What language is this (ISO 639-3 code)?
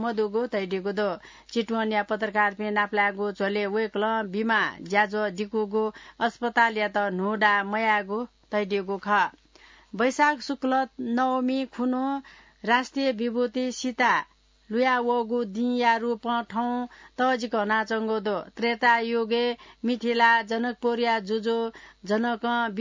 new